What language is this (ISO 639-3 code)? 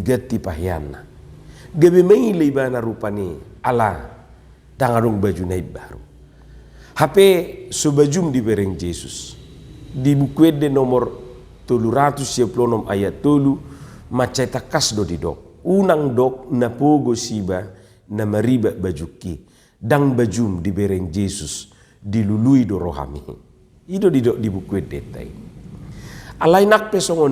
bbc